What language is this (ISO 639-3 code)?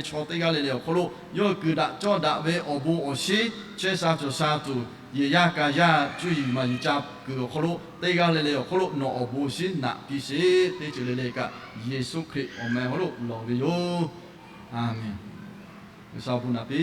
lhu